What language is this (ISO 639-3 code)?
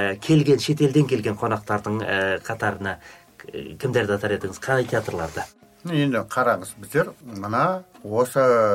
kaz